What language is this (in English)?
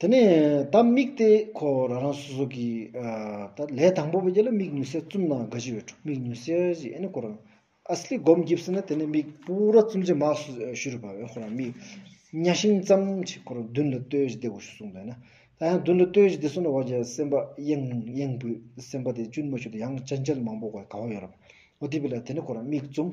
Stod Bhoti